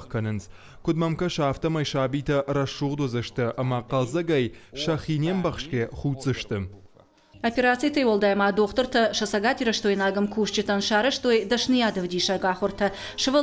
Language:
Ossetic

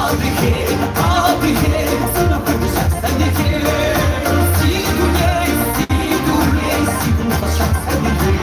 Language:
Kabardian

